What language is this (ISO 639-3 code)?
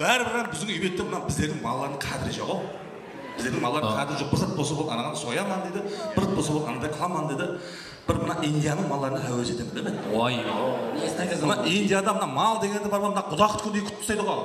kaa